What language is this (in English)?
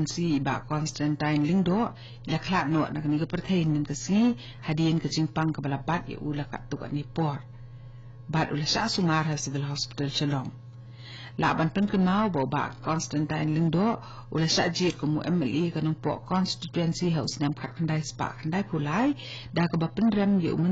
Khasi